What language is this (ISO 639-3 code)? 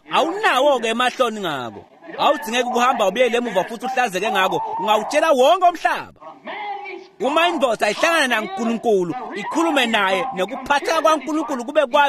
ssw